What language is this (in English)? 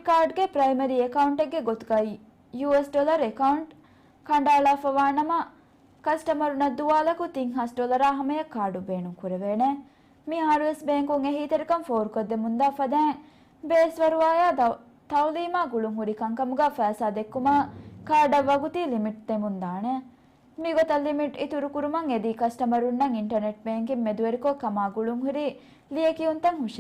Divehi